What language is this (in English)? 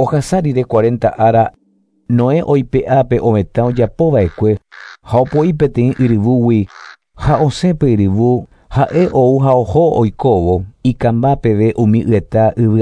Guarani